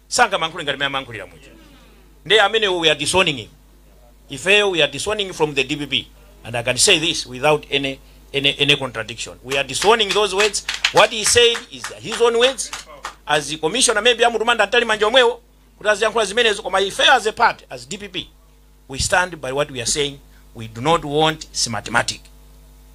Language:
Nyanja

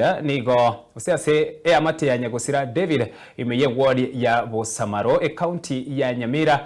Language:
Gusii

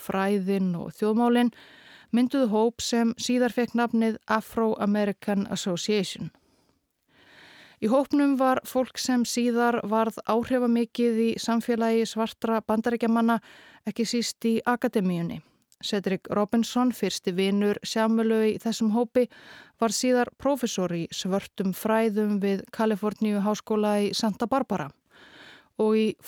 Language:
Icelandic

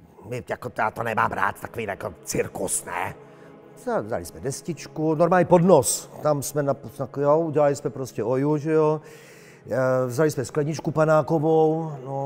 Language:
Czech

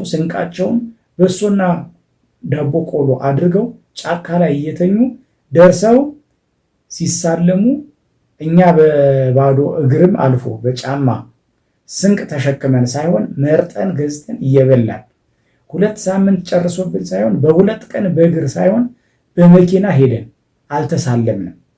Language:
Amharic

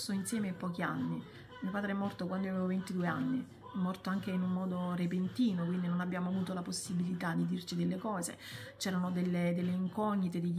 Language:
Italian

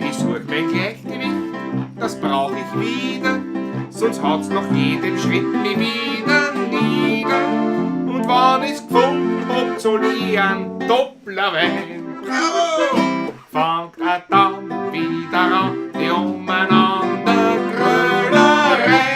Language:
Bavarian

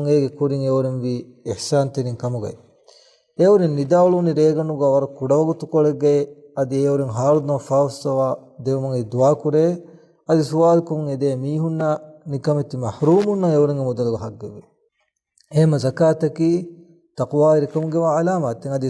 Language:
Divehi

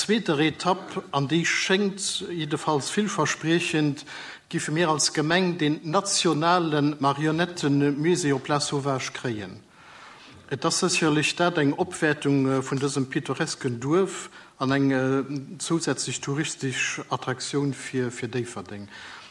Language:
Luxembourgish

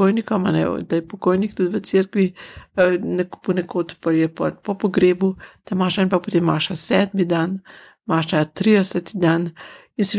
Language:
Slovenian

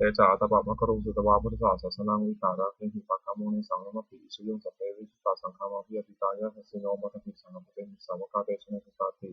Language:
Pali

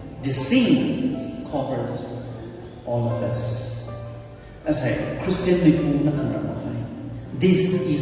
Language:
Rongmei Naga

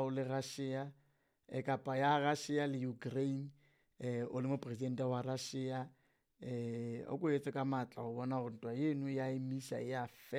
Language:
Southern Sotho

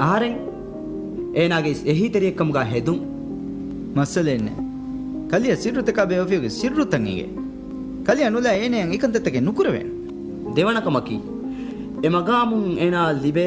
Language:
Divehi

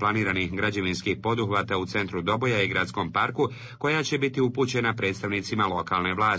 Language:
Croatian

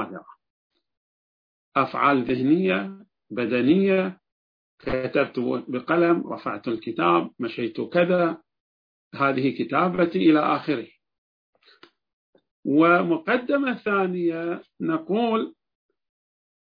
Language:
Arabic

